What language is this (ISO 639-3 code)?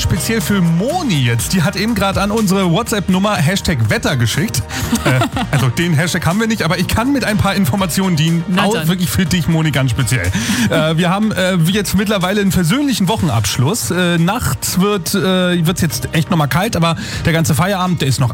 deu